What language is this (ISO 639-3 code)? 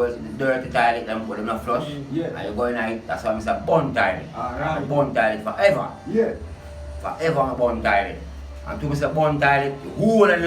jam